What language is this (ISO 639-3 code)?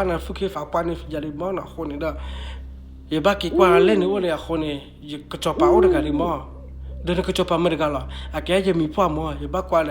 ksw